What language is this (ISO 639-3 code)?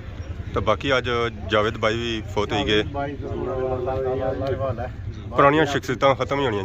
phr